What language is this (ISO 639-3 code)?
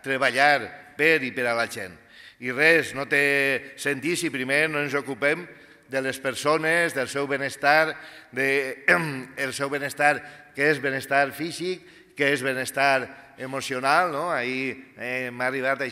cat